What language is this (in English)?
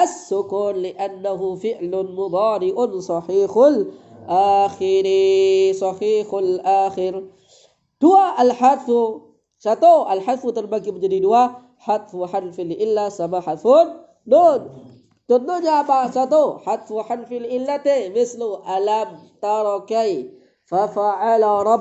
Indonesian